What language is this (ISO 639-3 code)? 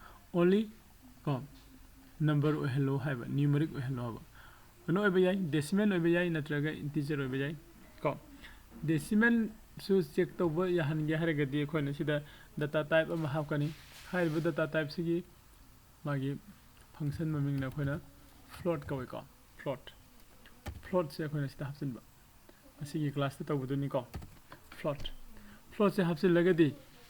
mni